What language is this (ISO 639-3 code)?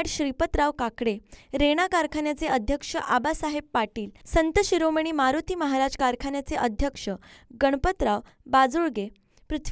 mar